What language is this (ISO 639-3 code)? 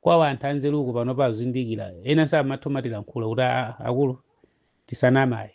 nya